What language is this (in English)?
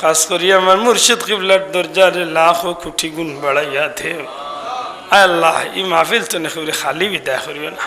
Sylheti